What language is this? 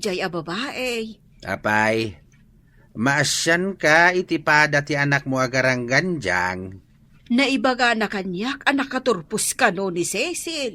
Iloko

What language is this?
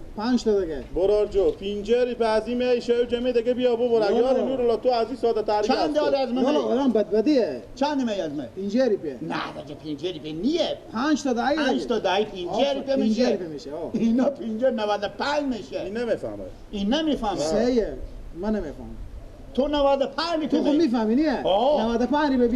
Persian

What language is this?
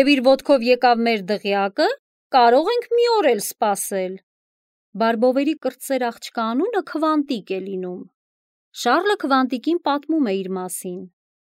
Armenian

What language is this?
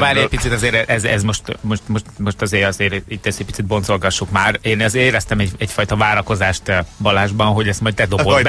Hungarian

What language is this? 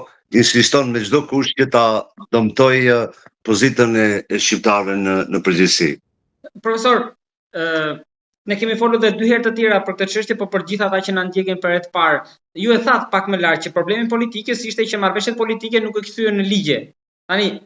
Albanian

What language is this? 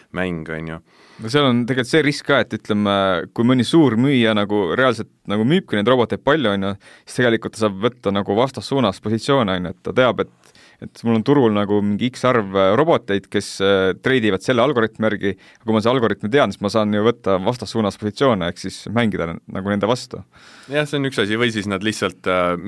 Estonian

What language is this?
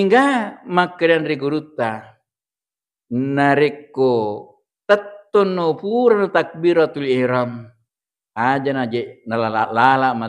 Buginese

